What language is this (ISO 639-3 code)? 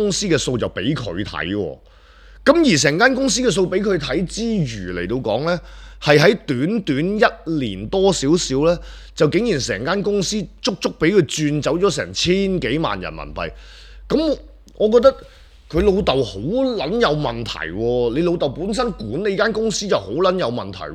yue